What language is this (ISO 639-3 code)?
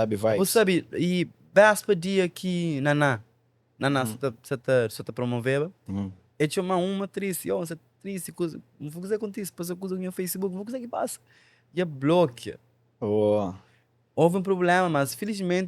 kea